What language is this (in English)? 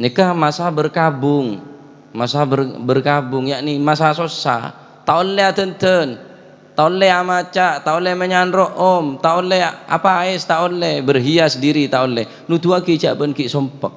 Madurese